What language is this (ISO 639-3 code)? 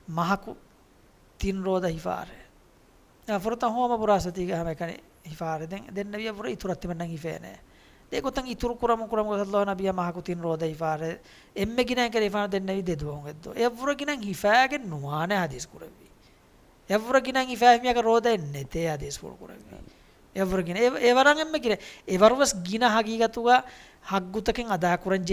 div